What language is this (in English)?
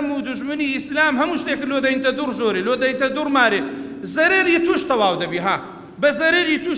Central Kurdish